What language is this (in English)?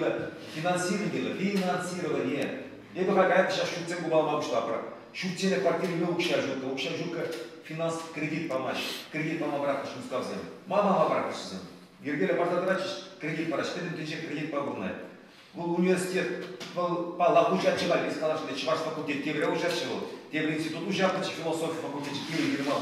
Chuvash